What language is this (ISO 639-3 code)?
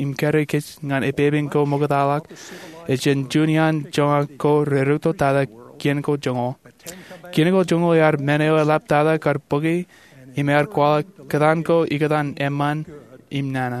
mah